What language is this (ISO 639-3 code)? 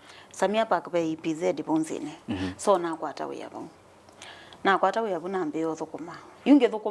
kam